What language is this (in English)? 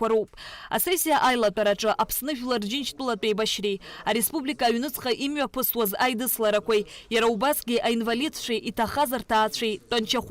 Abkhazian